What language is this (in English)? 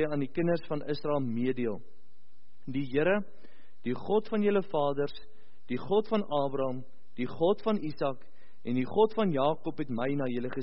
Afrikaans